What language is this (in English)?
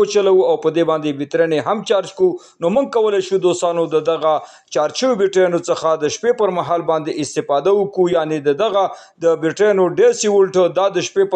Pashto